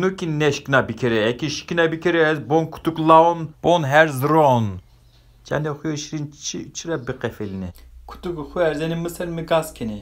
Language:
Zaza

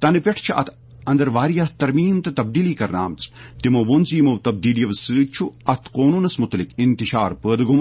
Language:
Kashmiri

